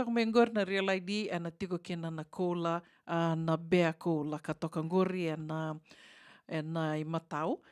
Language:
Fijian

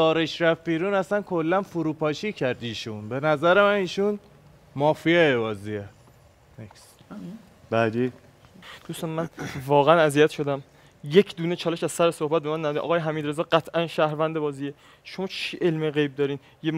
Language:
Persian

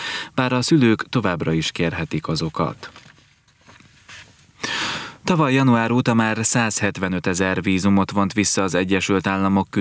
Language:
Hungarian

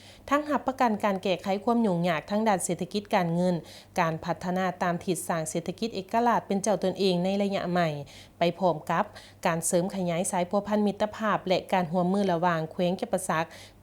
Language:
Lao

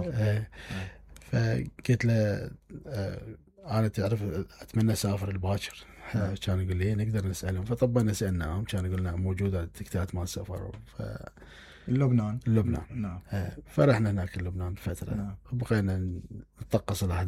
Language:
Mesopotamian Arabic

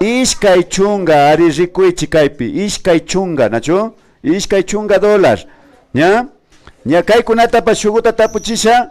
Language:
Imbabura Highland Quichua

